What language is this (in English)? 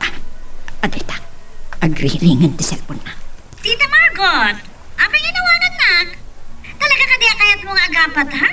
Iloko